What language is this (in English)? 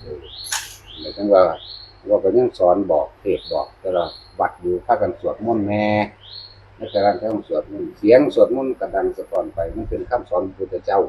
Northeastern Thai